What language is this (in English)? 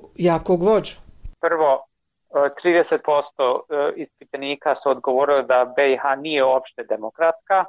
Bosnian